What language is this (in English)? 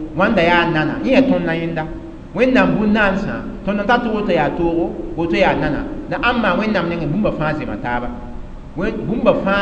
Mossi